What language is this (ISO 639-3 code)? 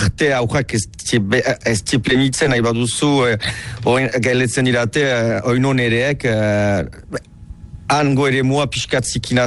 eus